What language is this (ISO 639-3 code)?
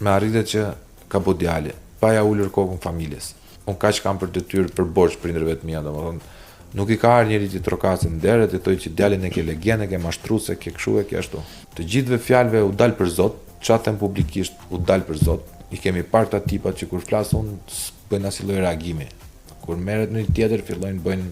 sqi